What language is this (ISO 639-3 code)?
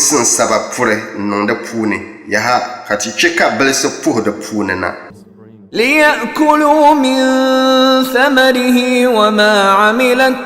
dag